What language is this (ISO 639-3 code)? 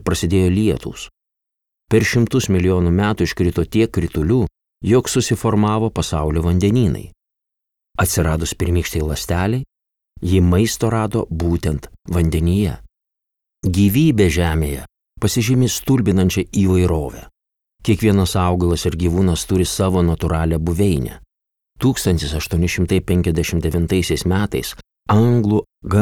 lit